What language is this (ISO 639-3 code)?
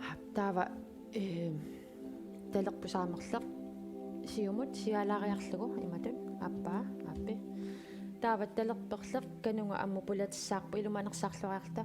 kal